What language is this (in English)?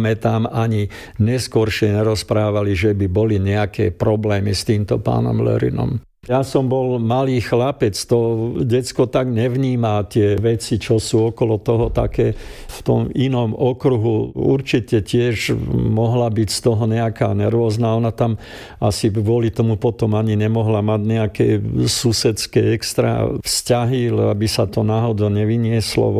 Slovak